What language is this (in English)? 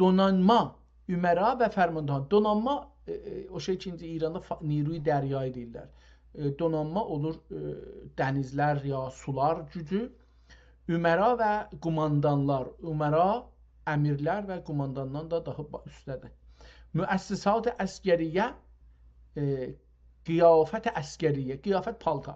South Azerbaijani